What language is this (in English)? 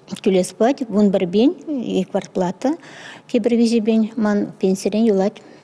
Chuvash